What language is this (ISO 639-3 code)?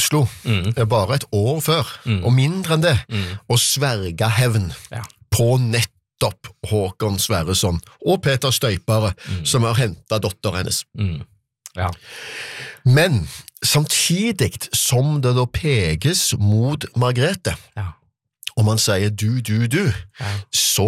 nor